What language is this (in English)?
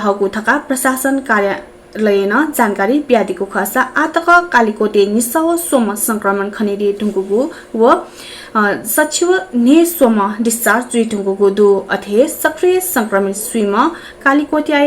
Newari